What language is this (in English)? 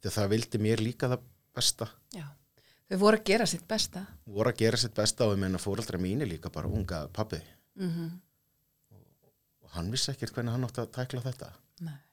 Icelandic